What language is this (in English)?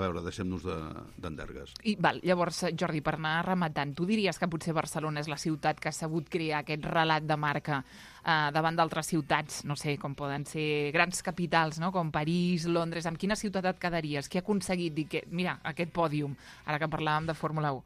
Catalan